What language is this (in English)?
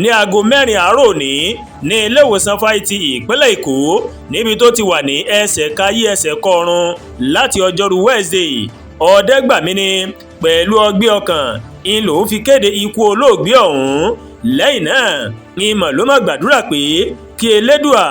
Yoruba